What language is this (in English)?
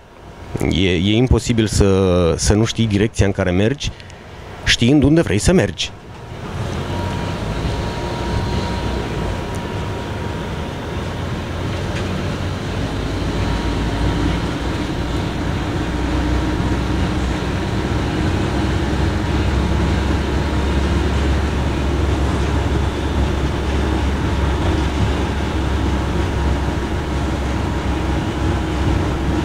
Romanian